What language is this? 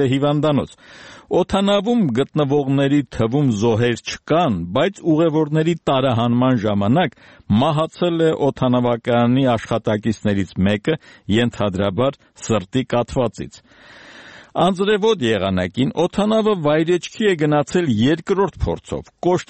Armenian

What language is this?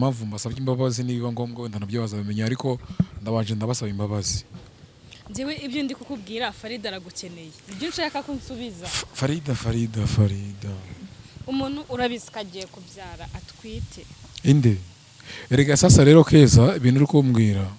Kinyarwanda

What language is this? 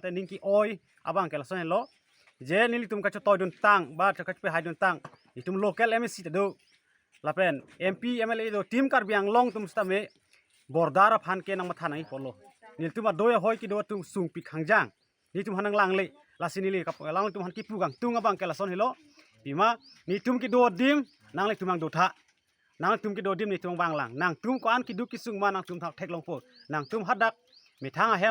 Karbi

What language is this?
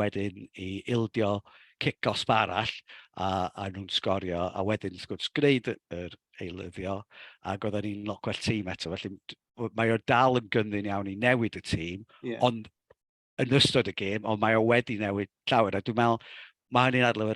Welsh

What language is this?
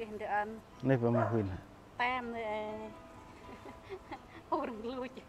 Central Mnong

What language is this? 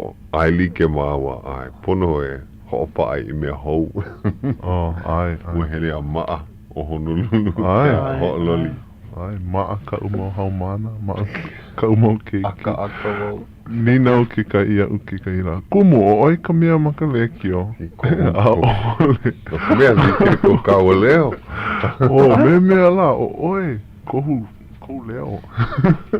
Hawaiian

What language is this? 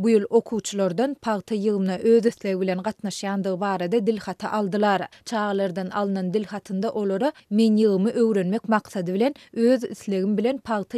Turkmen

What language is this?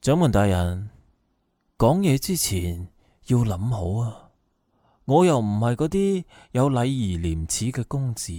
Cantonese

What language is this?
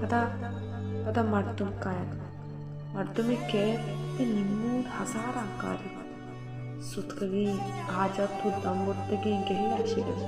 Baluchi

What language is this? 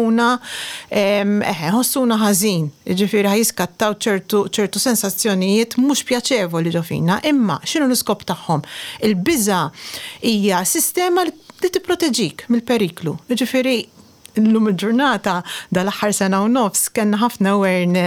Maltese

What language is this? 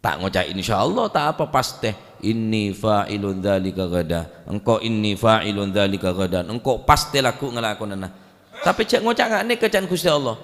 Madurese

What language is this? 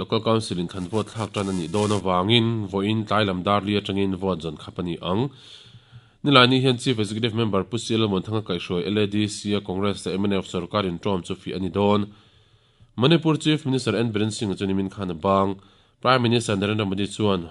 Mizo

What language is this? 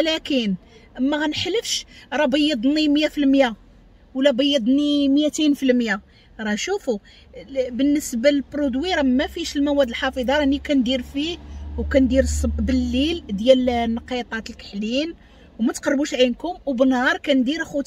Moroccan Arabic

